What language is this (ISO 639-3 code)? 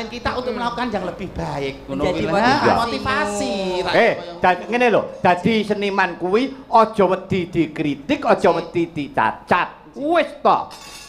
jav